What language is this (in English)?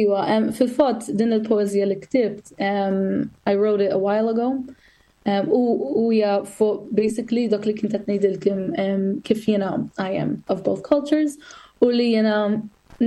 Maltese